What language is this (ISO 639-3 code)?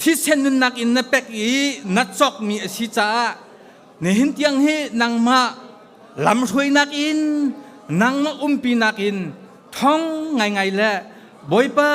cnh